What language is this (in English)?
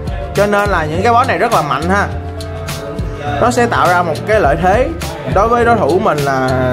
Vietnamese